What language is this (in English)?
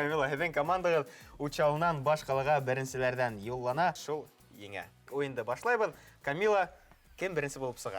Bashkir